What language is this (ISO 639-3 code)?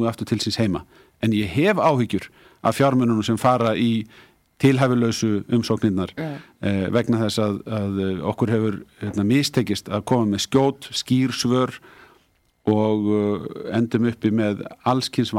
isl